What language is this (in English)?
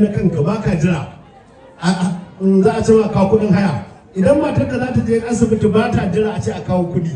Hausa